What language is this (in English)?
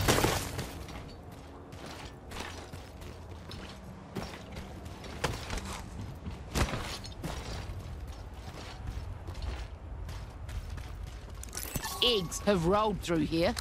English